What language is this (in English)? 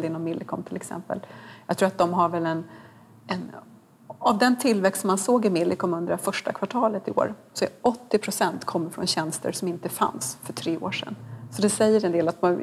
Swedish